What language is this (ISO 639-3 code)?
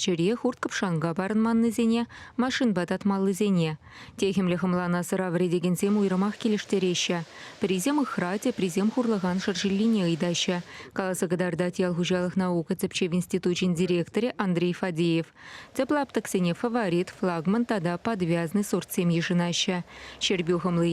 chv